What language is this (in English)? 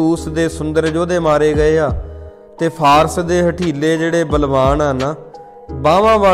Punjabi